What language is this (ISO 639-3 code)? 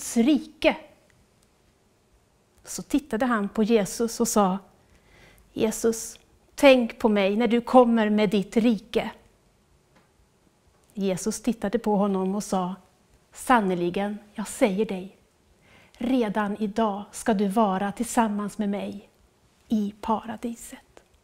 swe